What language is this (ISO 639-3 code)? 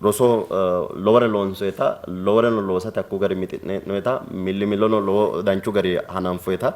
sid